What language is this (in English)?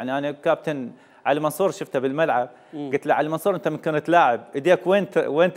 Mesopotamian Arabic